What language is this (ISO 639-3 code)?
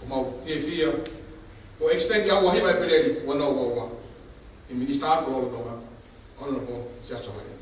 ton